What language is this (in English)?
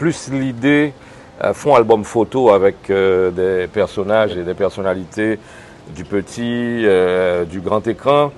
Haitian Creole